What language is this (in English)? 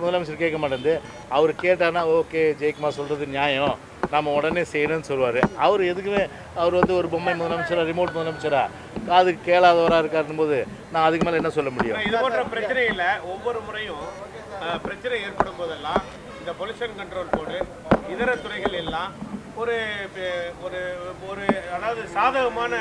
Tamil